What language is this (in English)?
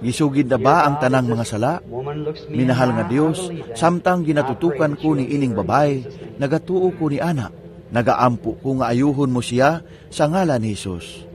Cebuano